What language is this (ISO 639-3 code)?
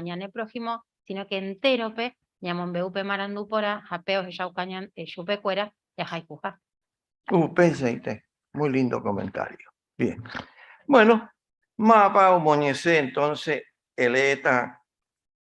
grn